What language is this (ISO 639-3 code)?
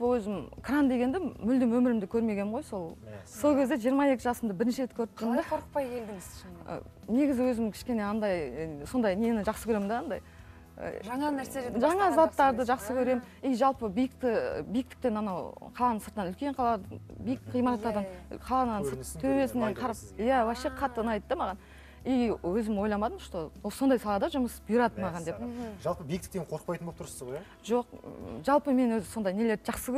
kaz